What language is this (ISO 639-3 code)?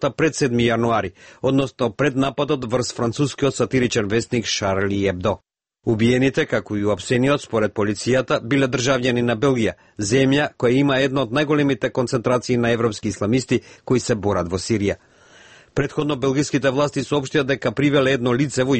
mkd